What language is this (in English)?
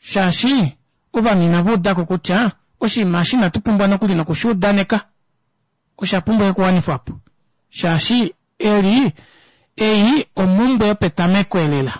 Kuanyama